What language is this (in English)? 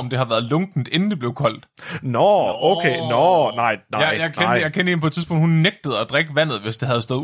Danish